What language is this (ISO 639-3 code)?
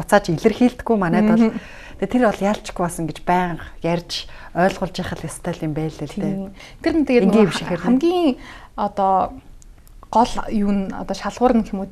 mon